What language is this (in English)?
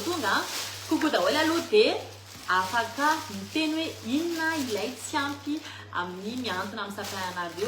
Malagasy